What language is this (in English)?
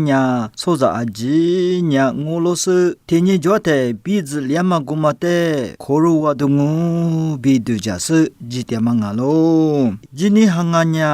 Lisu